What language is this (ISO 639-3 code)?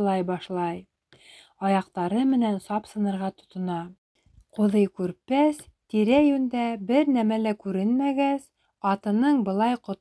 bak